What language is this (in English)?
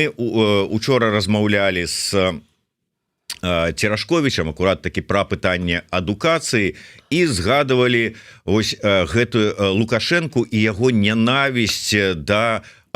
Belarusian